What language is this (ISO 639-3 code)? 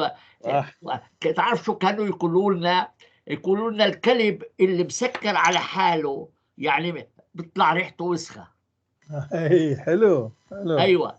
apc